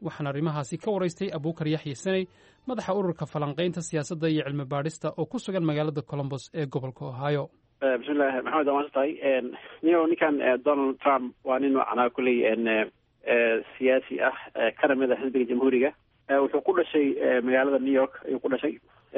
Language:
Somali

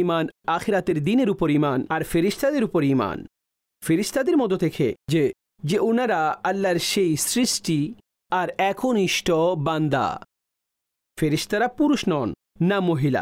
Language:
Bangla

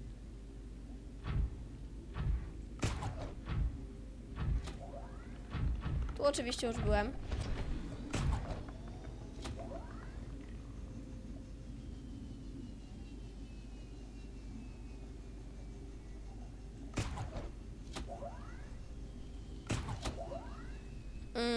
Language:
Polish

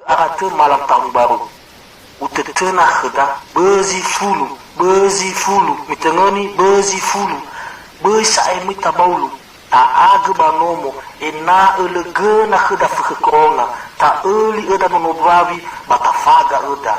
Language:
Nias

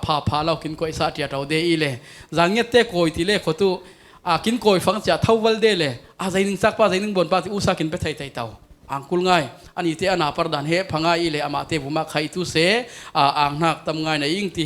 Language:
Falam Chin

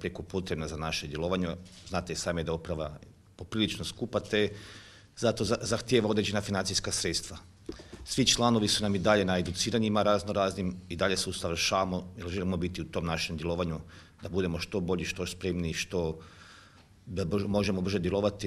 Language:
Croatian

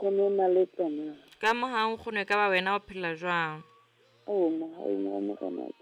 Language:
Southern Sotho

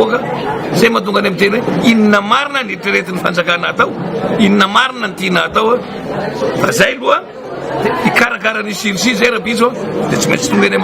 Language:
Malagasy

